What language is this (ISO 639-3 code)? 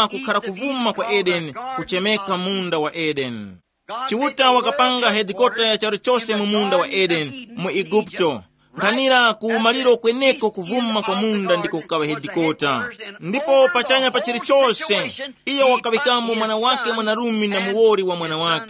tum